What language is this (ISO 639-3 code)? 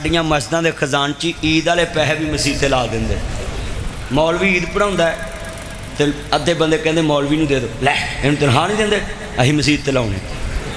lah